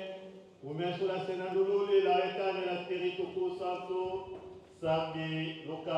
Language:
Tetela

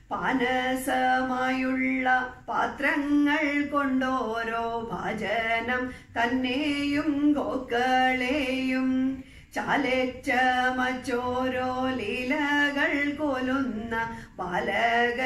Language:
Malayalam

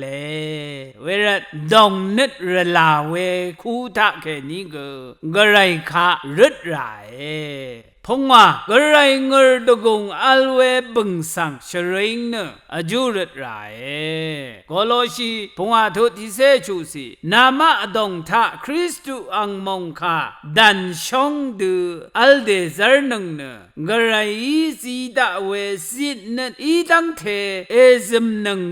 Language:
Rawang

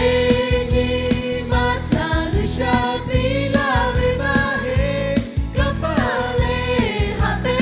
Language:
Lahu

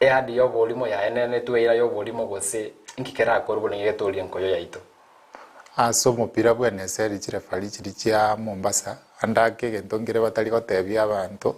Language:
Gusii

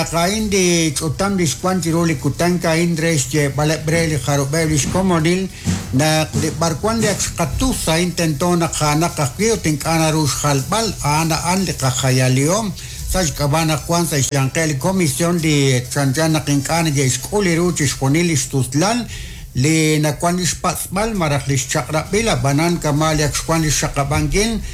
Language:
Kekchí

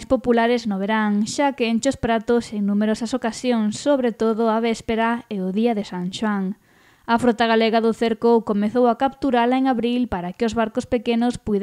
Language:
Galician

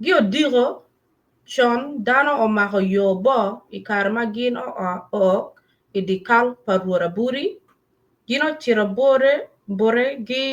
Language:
Acoli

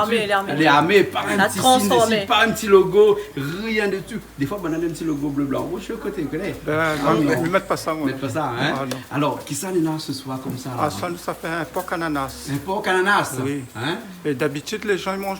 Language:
Réunion Creole French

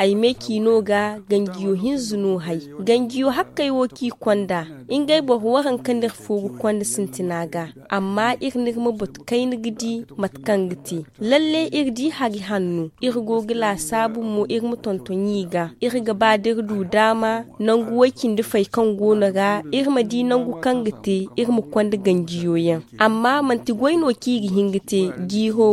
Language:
Zarma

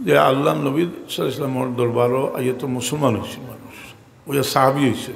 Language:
Sylheti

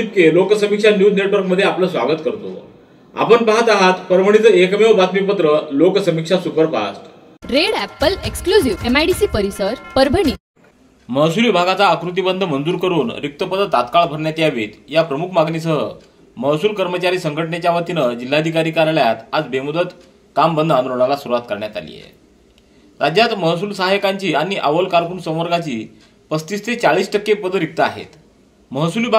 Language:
Marathi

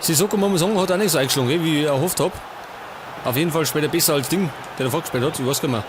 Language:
Bavarian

